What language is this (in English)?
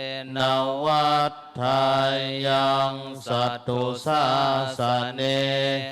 Pali